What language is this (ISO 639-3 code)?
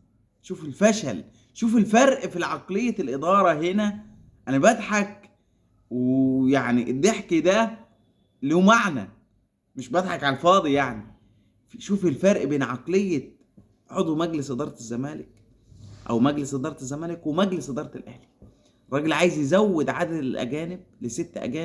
arz